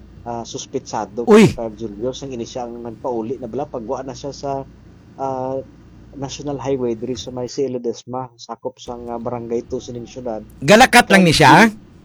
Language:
Hiligaynon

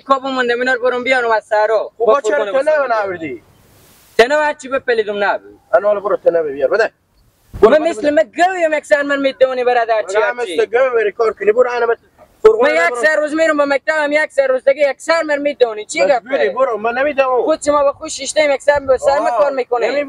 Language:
Persian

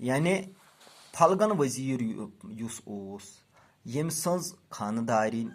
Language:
Kashmiri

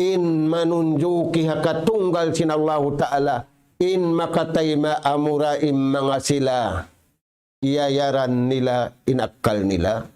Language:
Tausug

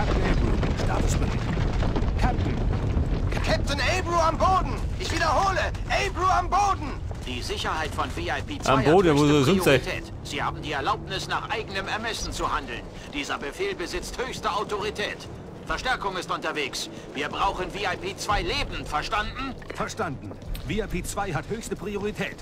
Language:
Bavarian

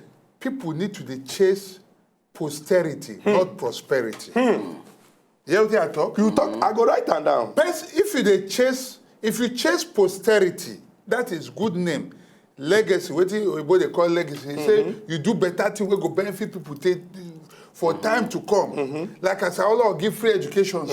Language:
Nigerian Pidgin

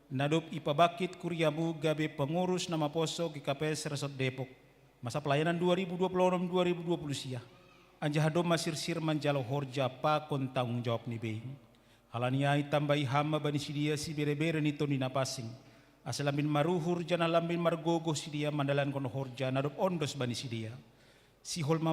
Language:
Batak Simalungun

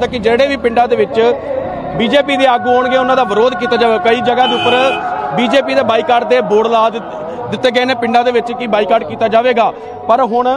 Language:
Punjabi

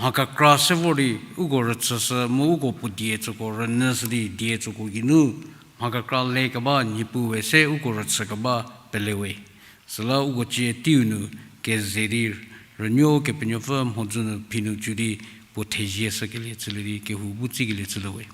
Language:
Angami Naga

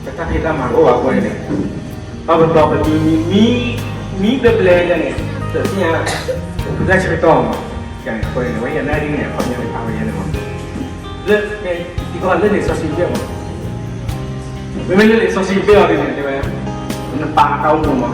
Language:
S'gaw Karen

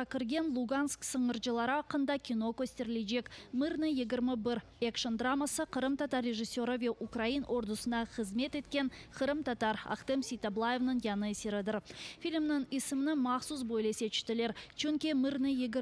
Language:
Crimean Tatar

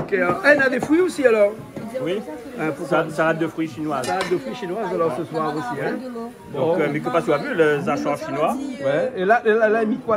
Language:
Réunion Creole French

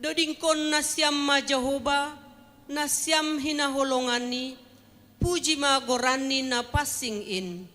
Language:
Batak Simalungun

